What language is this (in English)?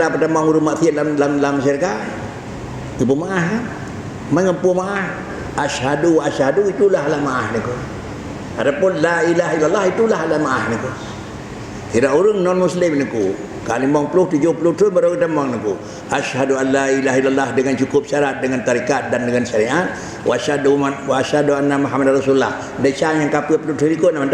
Achinese